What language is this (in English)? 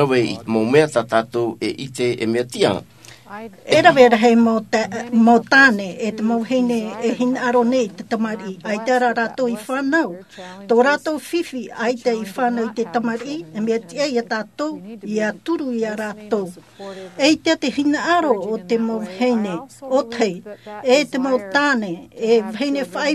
Tahitian